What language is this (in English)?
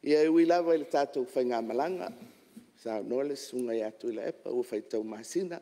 Samoan